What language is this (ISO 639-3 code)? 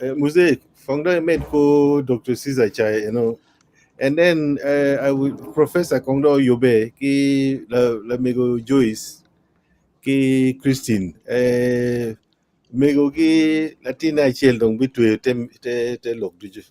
ach